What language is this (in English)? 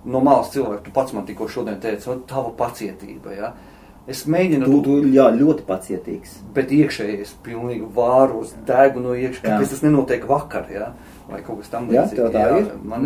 Latvian